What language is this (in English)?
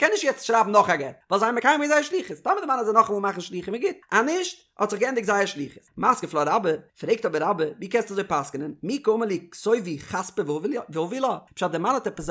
Yiddish